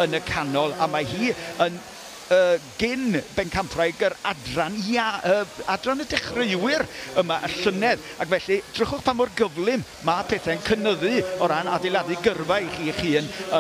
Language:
Welsh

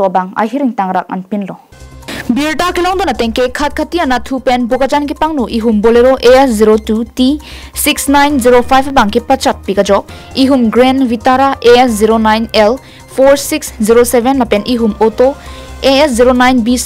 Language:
Karbi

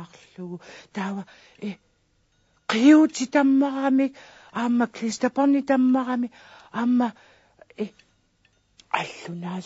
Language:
Kalaallisut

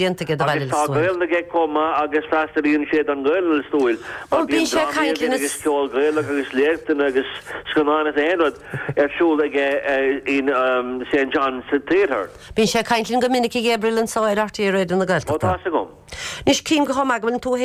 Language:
Irish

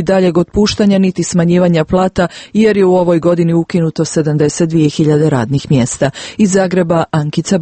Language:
Croatian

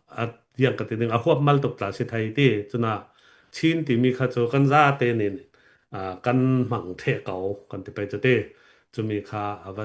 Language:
Falam Chin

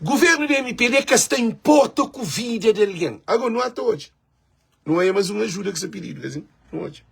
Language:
Kabuverdianu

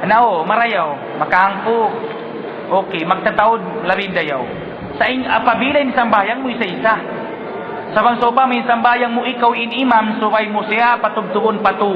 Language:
Tausug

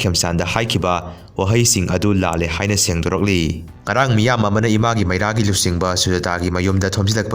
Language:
Manipuri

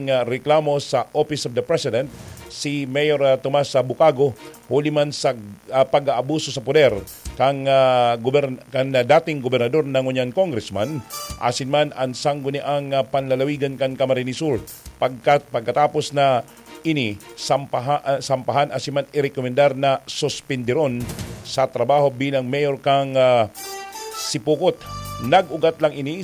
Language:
Bikol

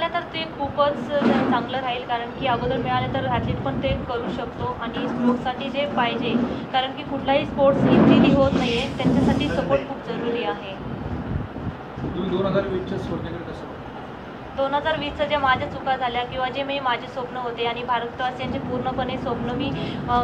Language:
Marathi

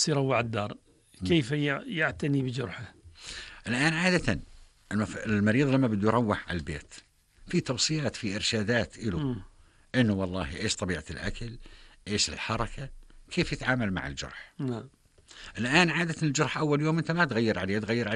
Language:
North Levantine Arabic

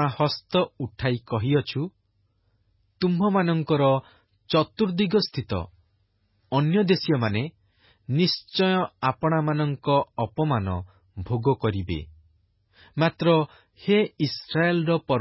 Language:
Odia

